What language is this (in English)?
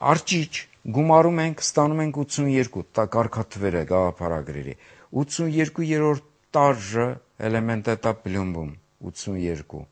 Armenian